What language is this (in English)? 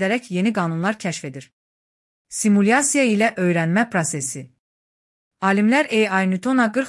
Azerbaijani